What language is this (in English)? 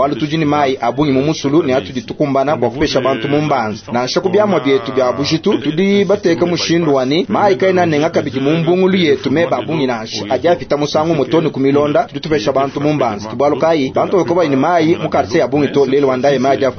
Luba-Lulua